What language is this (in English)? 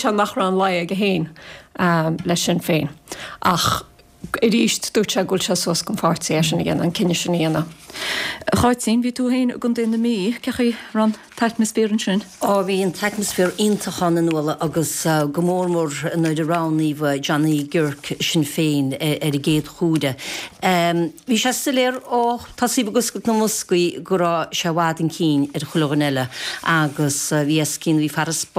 Irish